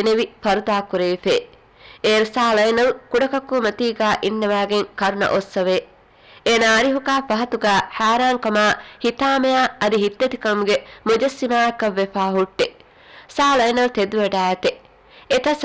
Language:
Divehi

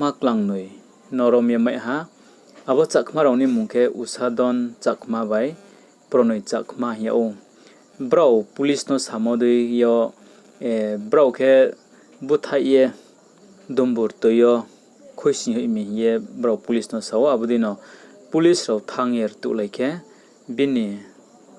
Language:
Riang (India)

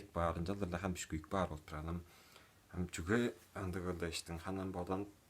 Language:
Tuvinian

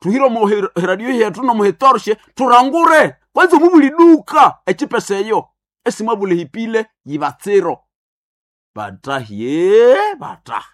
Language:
Nande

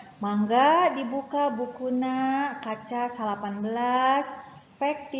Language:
Sundanese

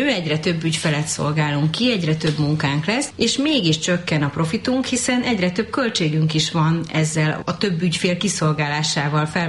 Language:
Hungarian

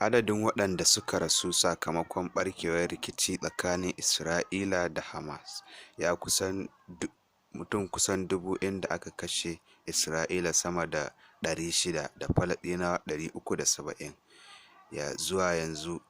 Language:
Hausa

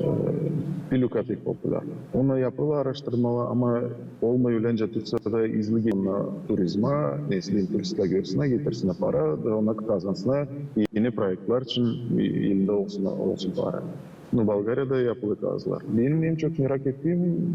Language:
Gagauz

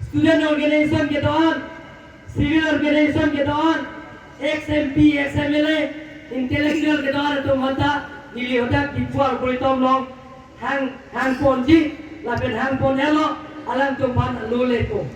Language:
Karbi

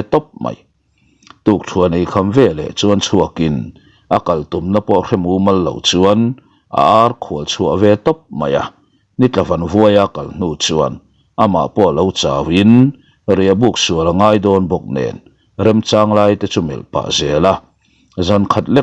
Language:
Mizo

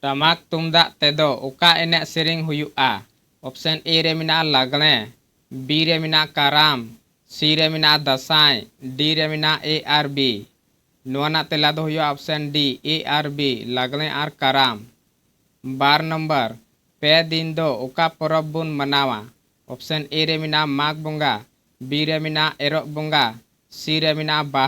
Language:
Santali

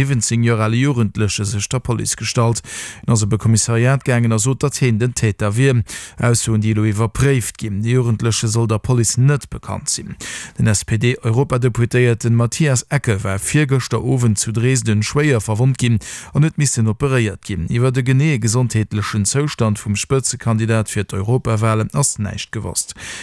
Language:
Luxembourgish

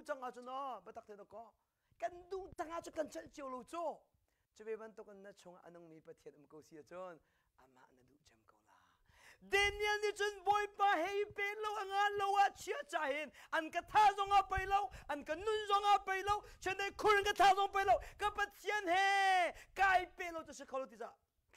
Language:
Hakha Chin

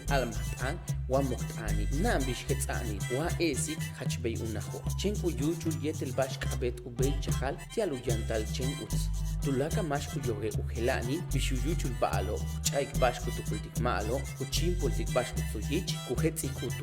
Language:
Yucateco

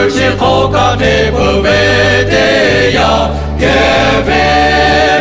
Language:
Lahu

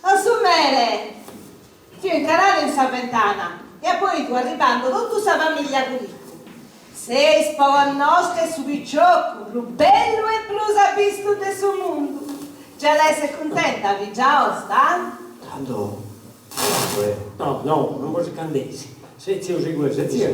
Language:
Sardinian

